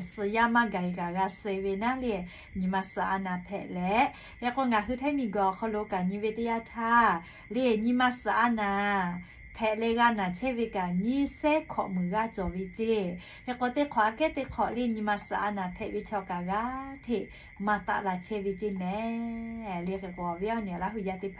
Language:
Lahu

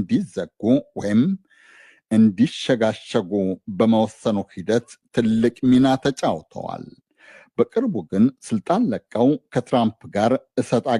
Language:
Amharic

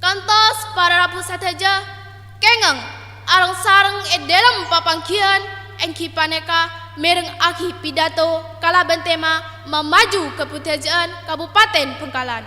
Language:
Madurese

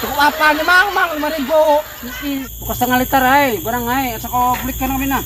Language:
Banjar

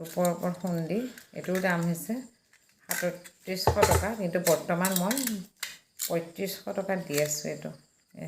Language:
Assamese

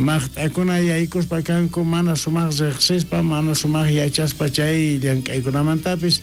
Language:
South Bolivian Quechua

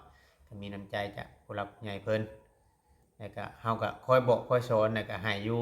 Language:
Lao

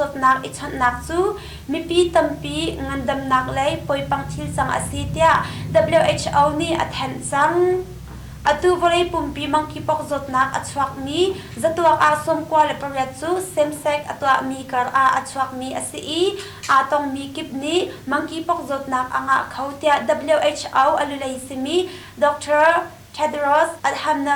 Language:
Hakha Chin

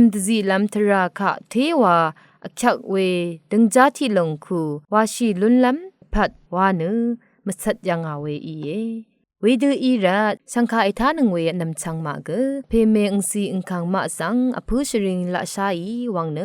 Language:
Rawang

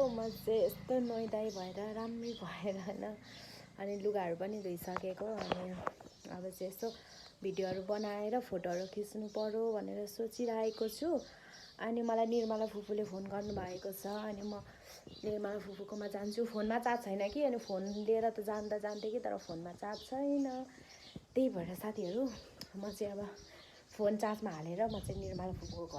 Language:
Nepali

